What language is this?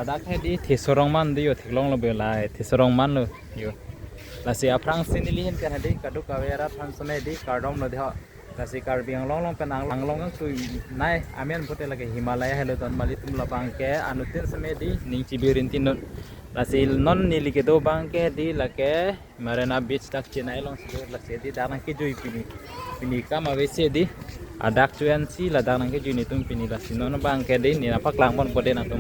Karbi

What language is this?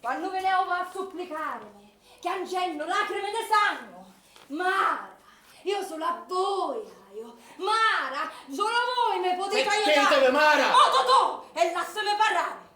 Sicilian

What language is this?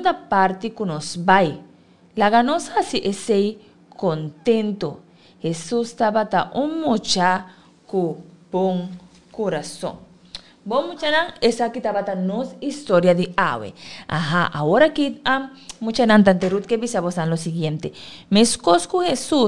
Papiamento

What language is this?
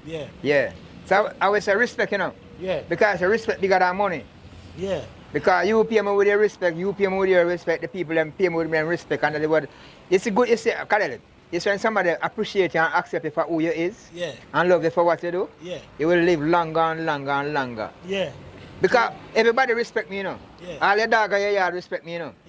Jamaican Creole English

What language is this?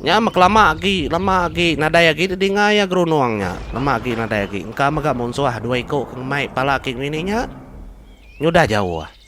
Iban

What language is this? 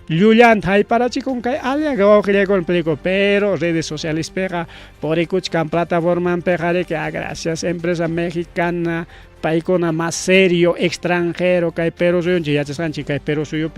Ayacucho Quechua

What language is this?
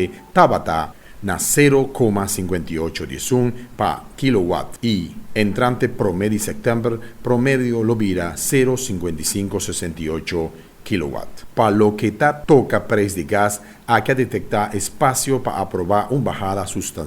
Papiamento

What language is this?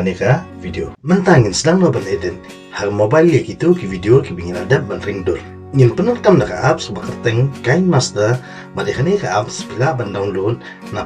Khasi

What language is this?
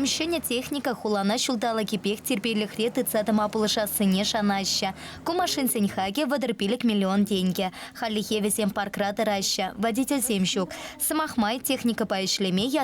Chuvash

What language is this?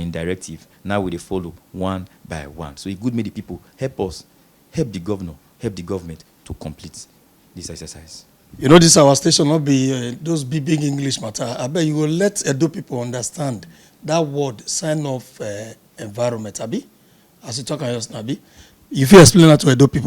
Nigerian Pidgin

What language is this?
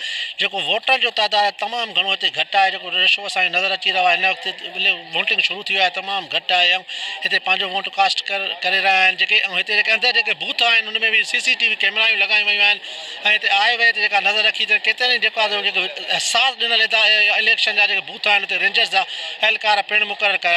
Sindhi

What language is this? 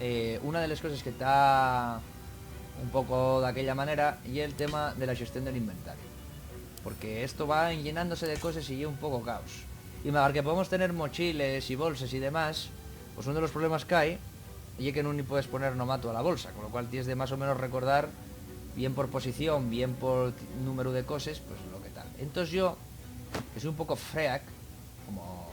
Asturian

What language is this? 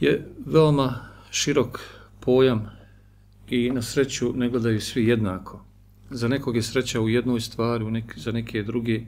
Bosnian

